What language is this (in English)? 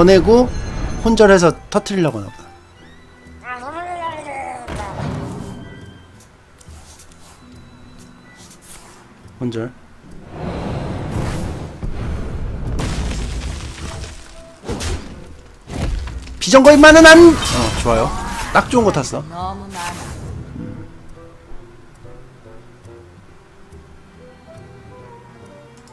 Korean